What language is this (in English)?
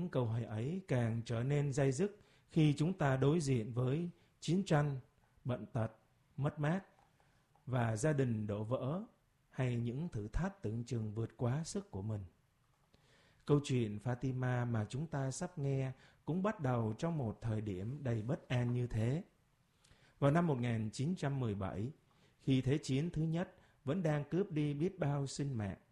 Vietnamese